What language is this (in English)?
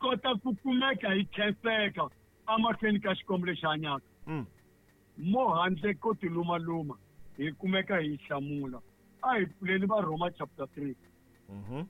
Tsonga